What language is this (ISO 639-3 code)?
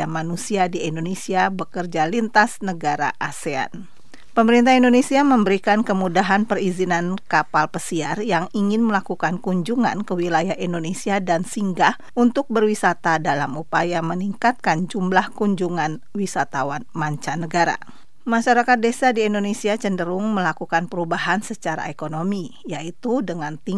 ind